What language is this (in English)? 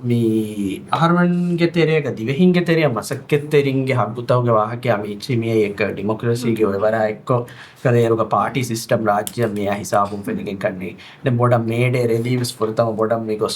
Divehi